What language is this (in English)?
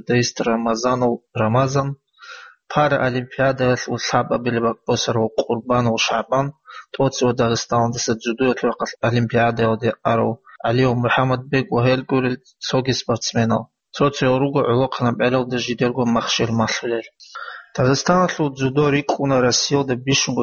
Avaric